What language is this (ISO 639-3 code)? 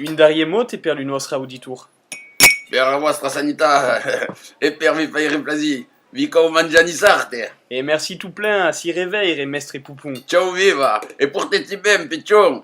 oci